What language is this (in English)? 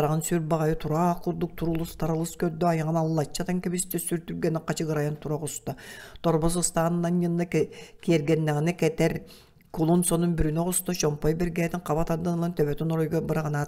Yakut